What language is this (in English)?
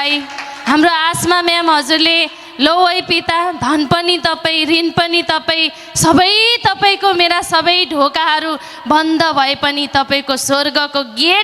Nepali